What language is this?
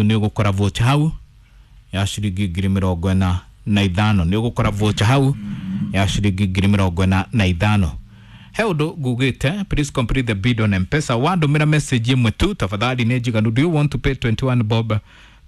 Kikuyu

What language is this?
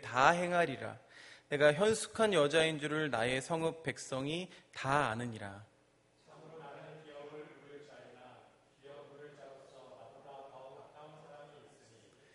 Korean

